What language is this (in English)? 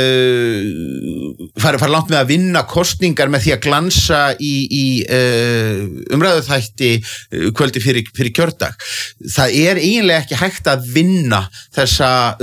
Icelandic